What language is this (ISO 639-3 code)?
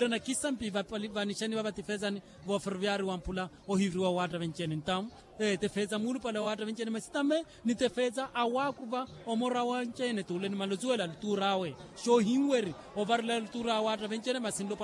vmw